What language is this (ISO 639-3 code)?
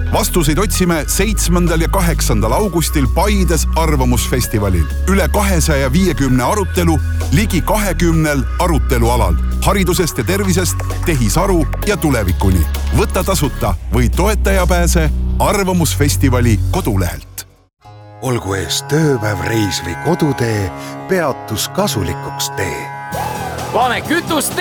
est